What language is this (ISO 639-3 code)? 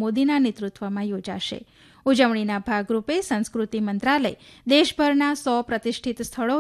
guj